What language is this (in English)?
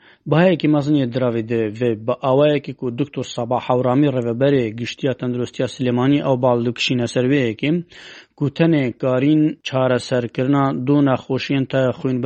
Kurdish